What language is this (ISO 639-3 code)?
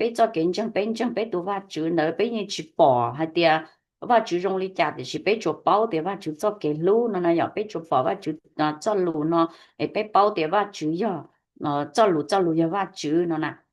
hmn